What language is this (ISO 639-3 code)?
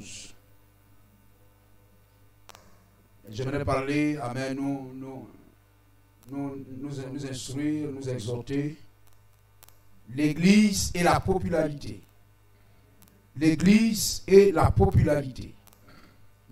fra